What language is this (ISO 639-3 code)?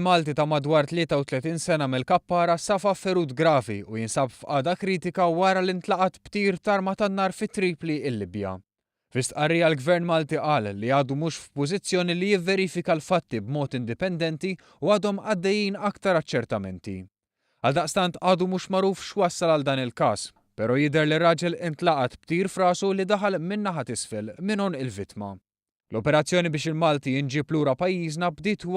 mlt